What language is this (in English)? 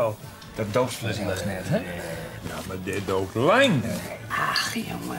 Western Frisian